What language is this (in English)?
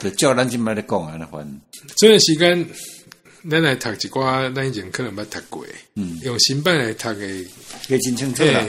Min Nan Chinese